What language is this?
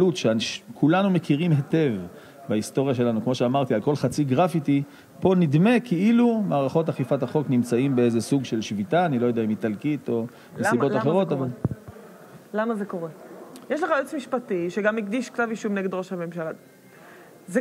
Hebrew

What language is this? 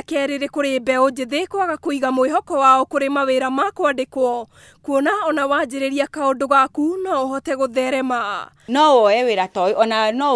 Kikuyu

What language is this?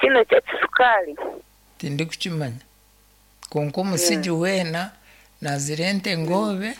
Nyankole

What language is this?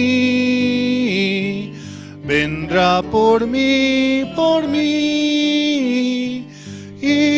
Aymara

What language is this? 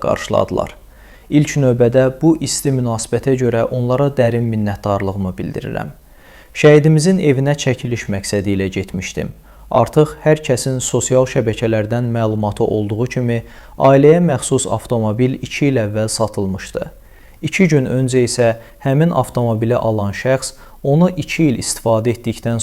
Azerbaijani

